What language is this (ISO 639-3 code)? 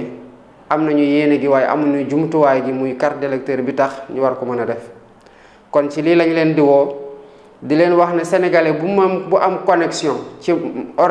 wol